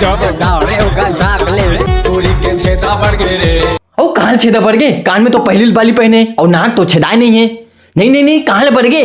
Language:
Chhattisgarhi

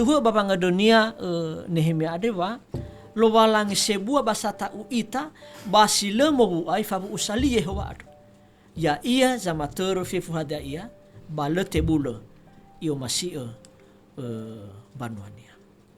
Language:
Nias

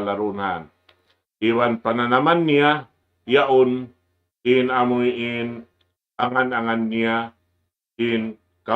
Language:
Tausug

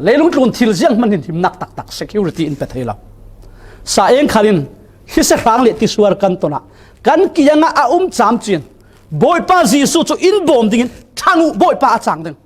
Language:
Falam Chin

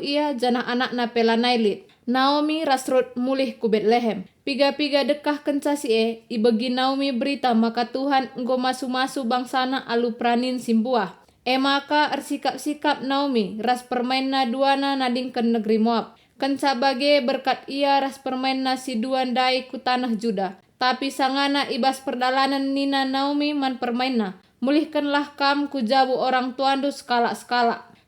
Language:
Batak Karo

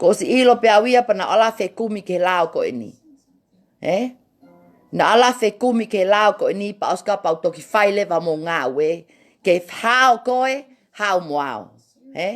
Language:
Tongan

